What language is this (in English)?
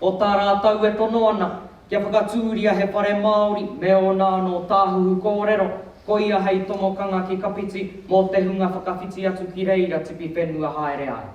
Māori